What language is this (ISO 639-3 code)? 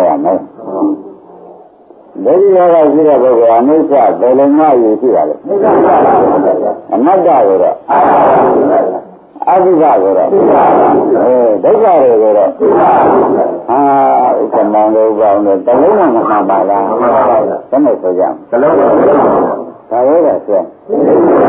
mya